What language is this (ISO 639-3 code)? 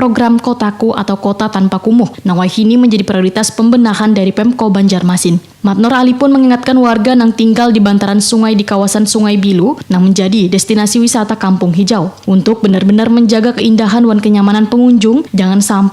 bjn